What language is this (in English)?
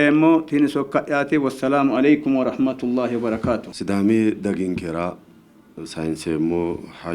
Sidamo